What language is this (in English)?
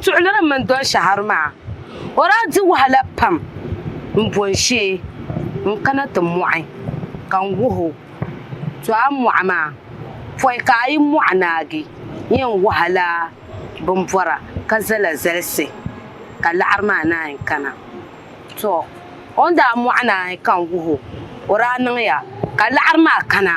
Dagbani